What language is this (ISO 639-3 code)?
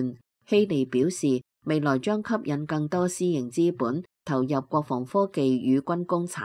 yue